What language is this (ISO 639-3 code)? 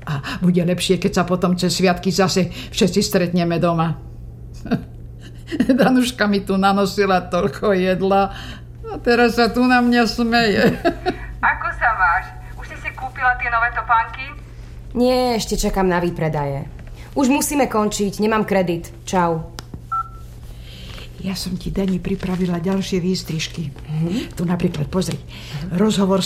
slk